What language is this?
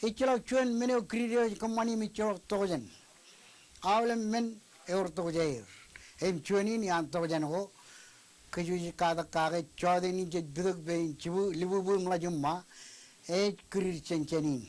Marshallese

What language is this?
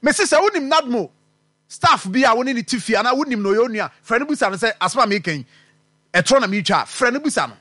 Akan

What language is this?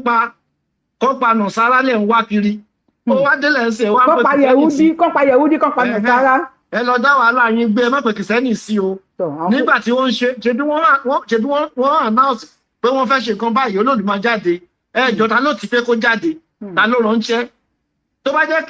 Yoruba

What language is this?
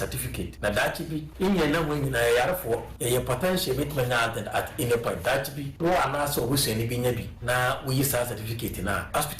Akan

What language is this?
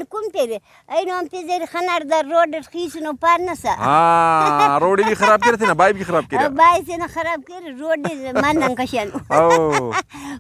Brahui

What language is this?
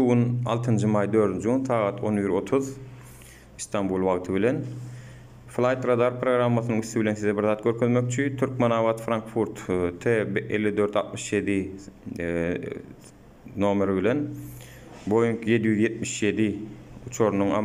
Turkmen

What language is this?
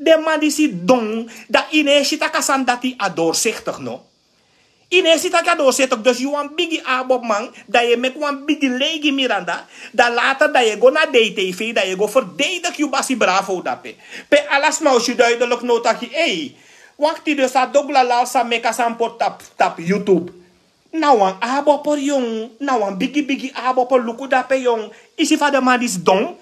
Sranan Tongo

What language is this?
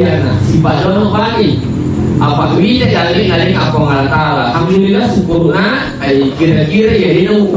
Buginese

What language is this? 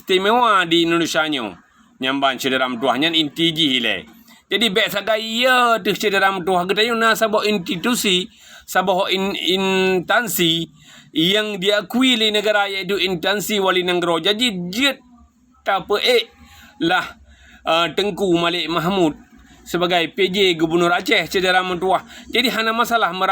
Achinese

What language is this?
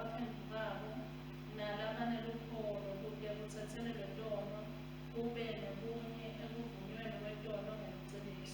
Swati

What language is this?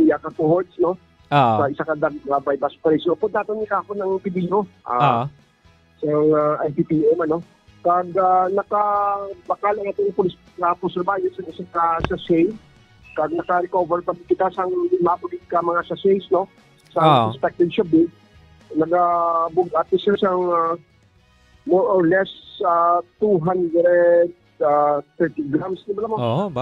Hiligaynon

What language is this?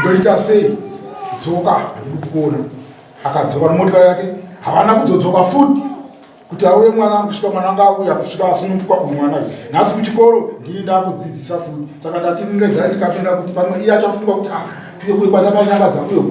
Shona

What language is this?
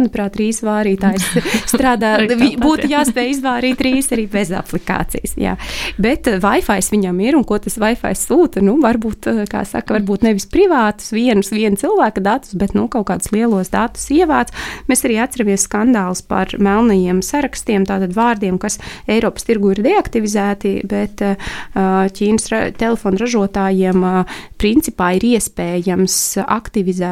Latvian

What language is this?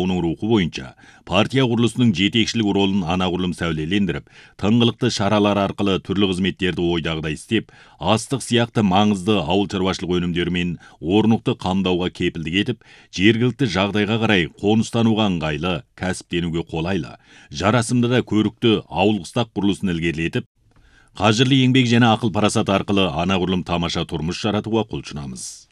Kazakh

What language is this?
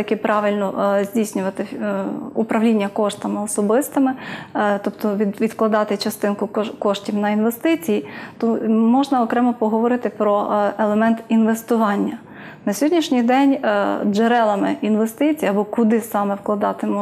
Ukrainian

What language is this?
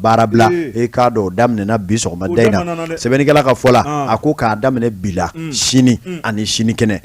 Bambara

